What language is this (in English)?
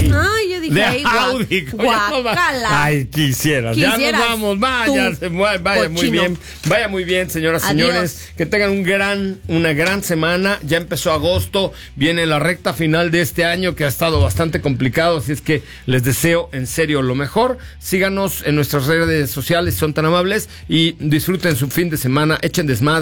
Spanish